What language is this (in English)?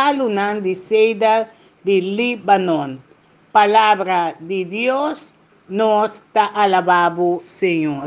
Papiamento